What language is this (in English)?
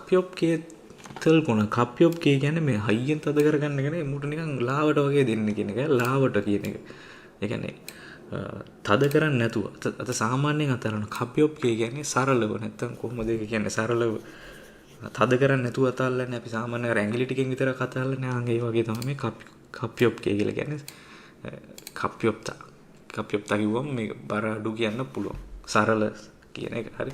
Sinhala